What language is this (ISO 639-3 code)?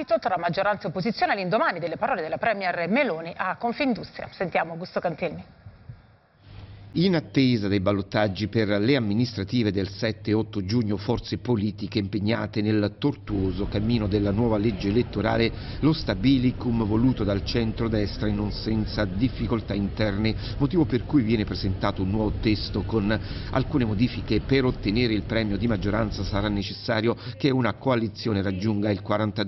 ita